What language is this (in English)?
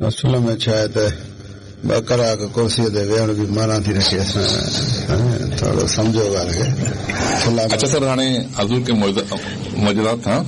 Sindhi